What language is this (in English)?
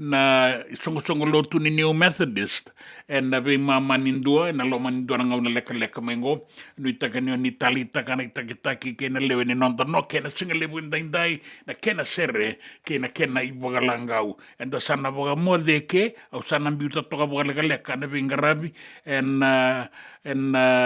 Fijian